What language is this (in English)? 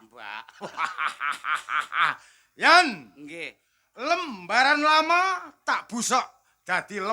Javanese